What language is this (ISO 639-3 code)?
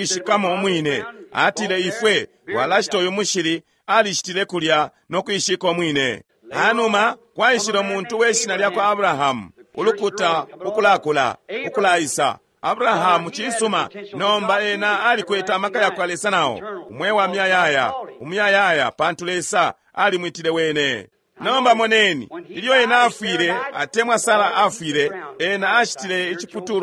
bem